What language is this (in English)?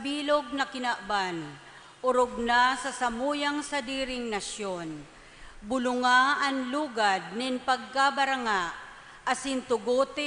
Bikol